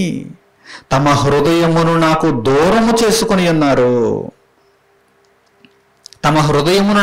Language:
Telugu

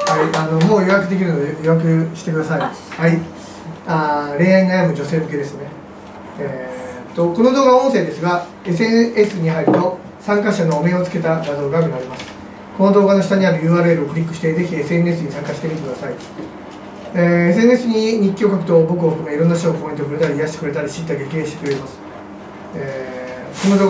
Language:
Japanese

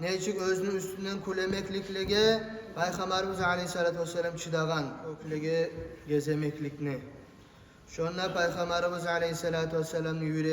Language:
Kumyk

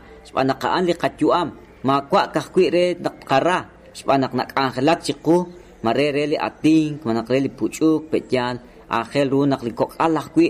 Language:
Kekchí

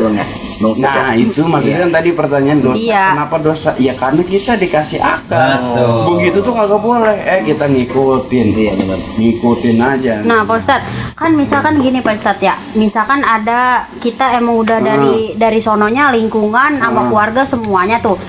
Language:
Betawi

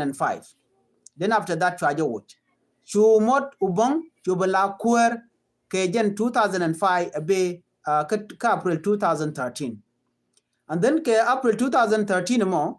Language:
Nuer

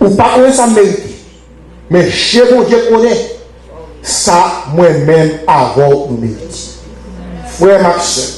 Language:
Haitian Creole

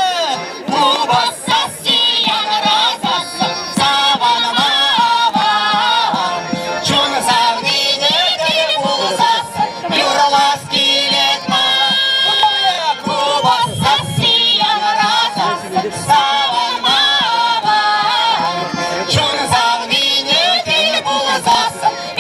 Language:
Chuvash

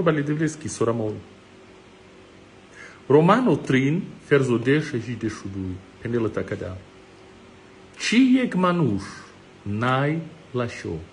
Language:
Romany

